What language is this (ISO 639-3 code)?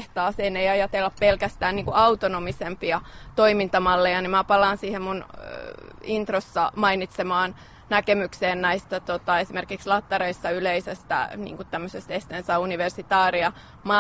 fin